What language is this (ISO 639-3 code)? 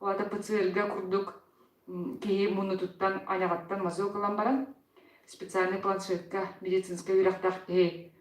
sah